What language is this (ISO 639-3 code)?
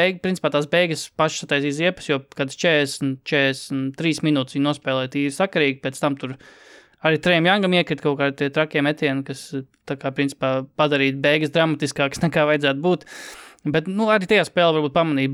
lav